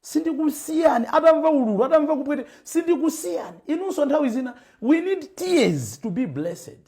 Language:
Nyanja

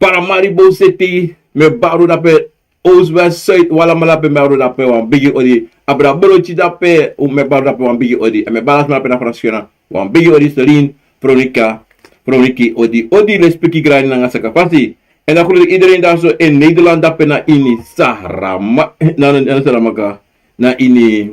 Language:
Sranan Tongo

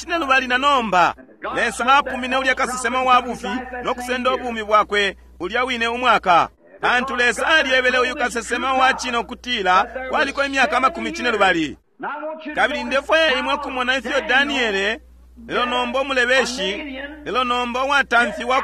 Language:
Bemba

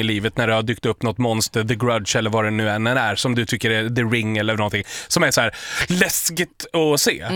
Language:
Swedish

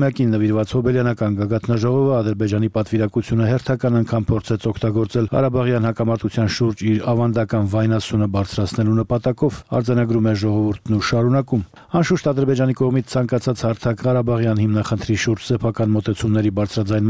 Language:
Armenian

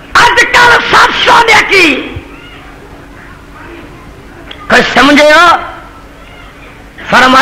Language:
Urdu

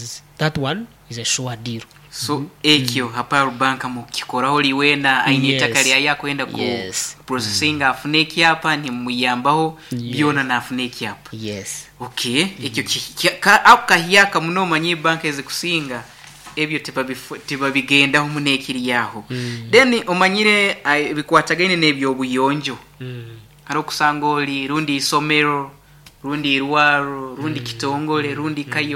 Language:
Nyankole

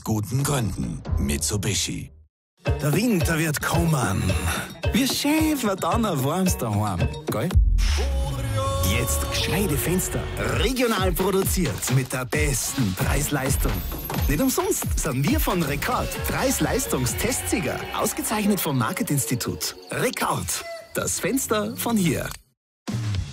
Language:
German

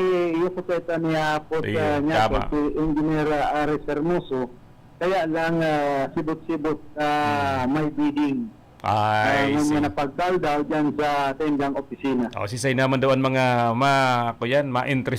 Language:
Bikol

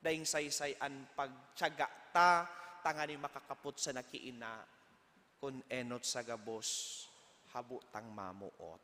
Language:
Bikol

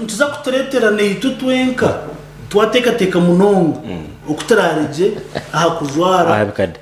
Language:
Nyankole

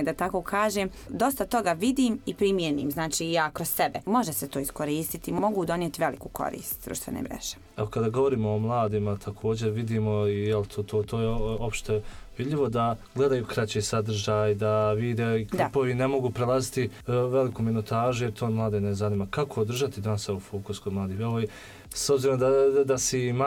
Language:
Bosnian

